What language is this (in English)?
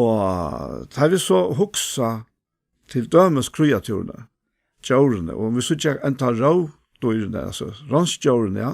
Faroese